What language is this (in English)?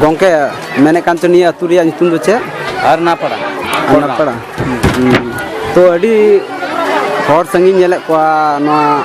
Santali